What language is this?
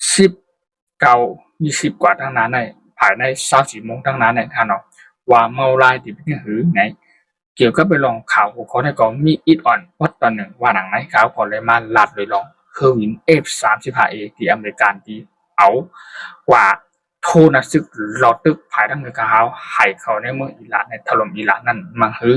Shan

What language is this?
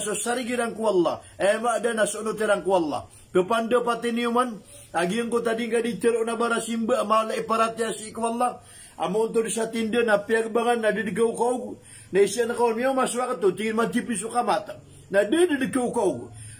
Maranao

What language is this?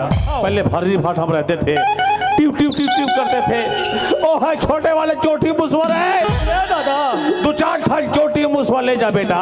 Chhattisgarhi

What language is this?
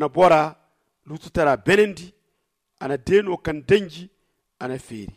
Zarma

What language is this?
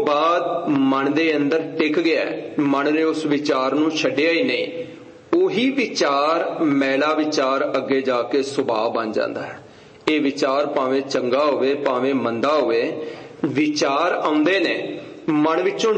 Punjabi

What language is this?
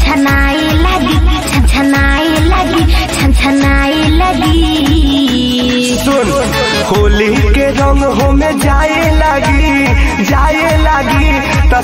Bhojpuri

